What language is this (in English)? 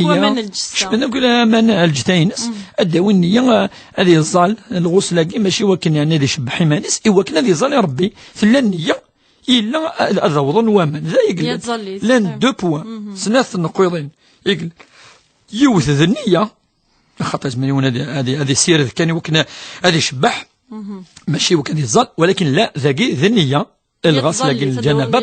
Kabyle